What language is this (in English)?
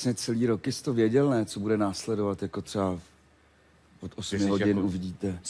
Czech